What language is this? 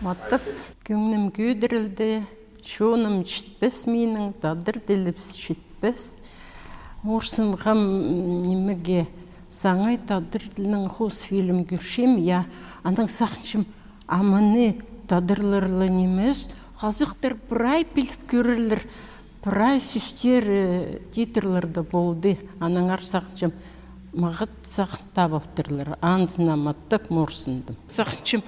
Khakas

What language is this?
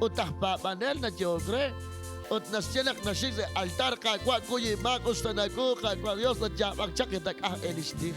Kekchí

